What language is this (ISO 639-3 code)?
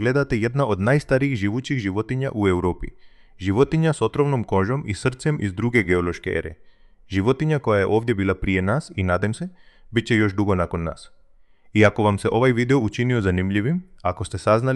hrv